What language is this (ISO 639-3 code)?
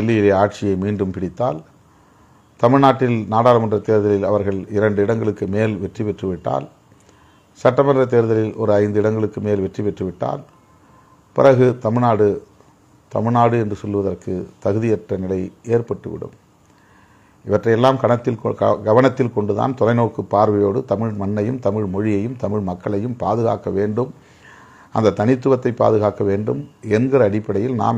tam